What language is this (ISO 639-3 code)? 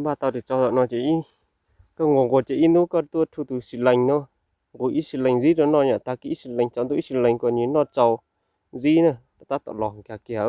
hmn